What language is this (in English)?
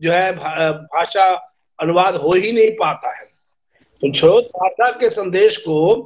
Hindi